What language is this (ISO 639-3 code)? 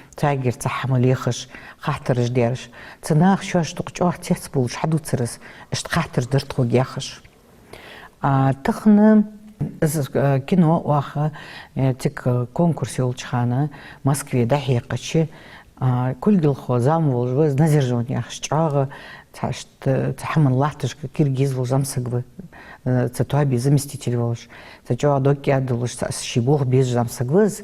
inh